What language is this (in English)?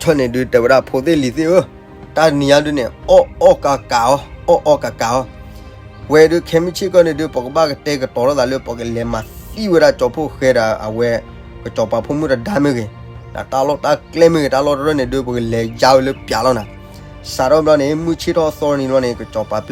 S'gaw Karen